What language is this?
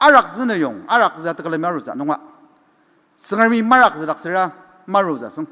Ao Naga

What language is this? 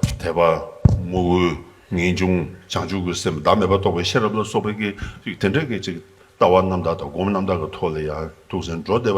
Tibetan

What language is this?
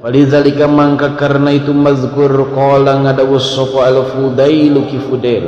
Sundanese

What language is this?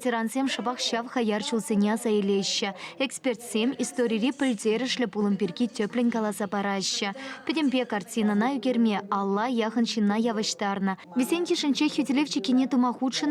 Chuvash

